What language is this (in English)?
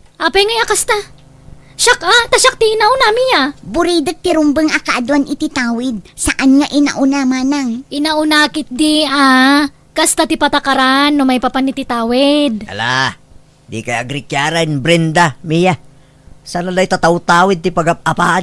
Iloko